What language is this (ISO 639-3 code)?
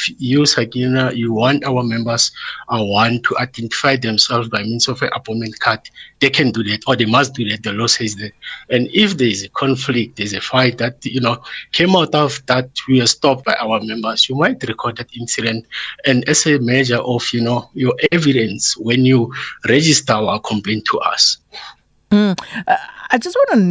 eng